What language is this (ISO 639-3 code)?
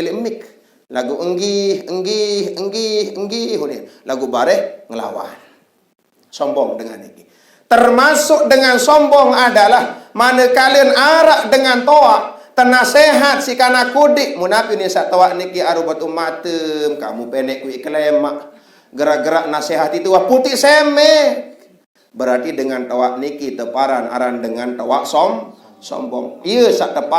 sas